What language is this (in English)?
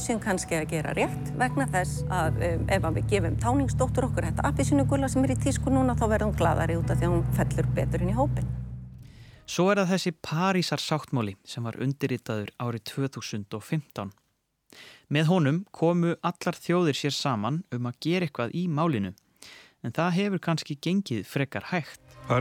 Icelandic